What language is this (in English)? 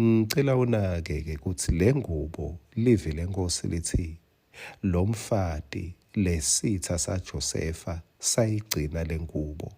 Swati